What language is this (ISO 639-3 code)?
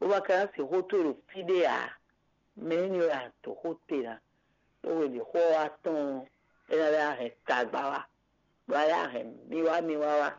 fon